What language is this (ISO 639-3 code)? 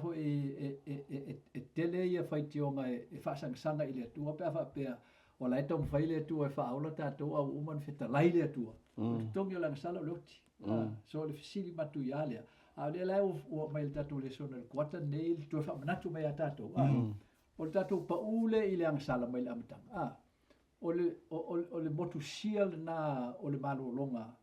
smo